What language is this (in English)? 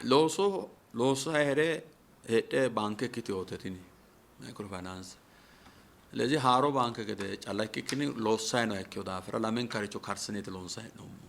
Sidamo